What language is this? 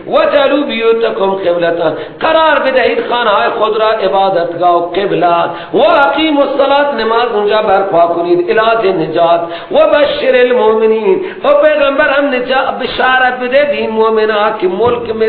Persian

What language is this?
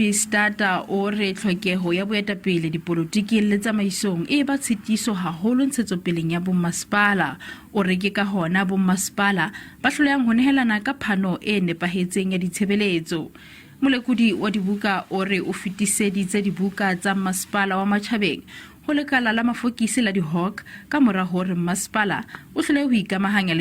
Southern Sotho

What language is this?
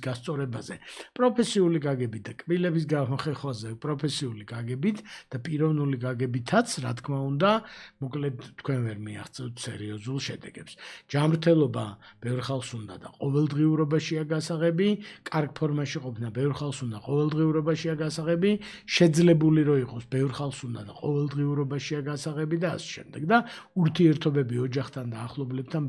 Georgian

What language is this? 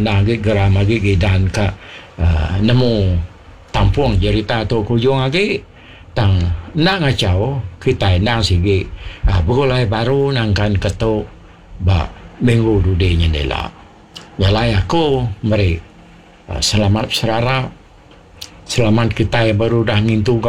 Iban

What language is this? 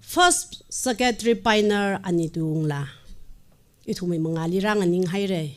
Tangkhul Naga (India)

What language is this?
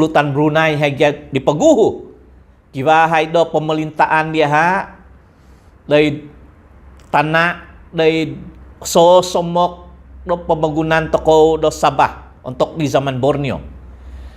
Central Dusun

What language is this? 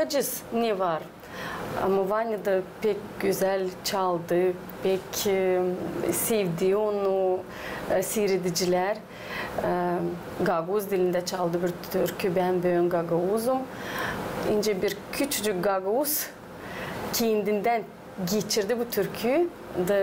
Gagauz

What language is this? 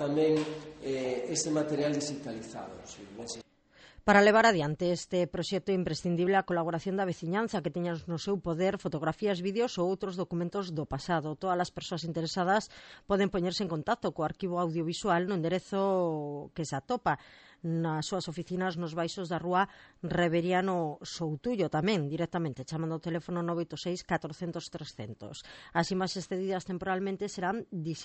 Galician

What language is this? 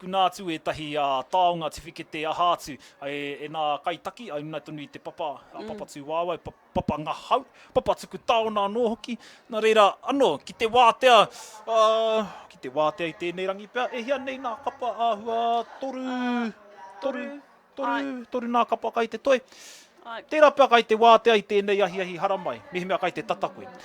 Māori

